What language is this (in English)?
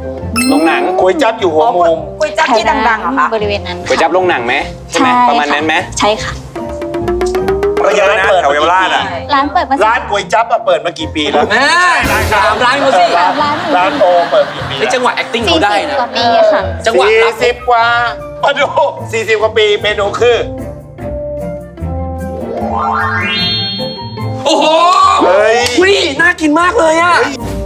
Thai